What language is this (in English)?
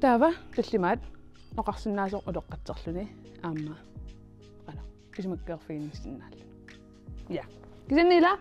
Kalaallisut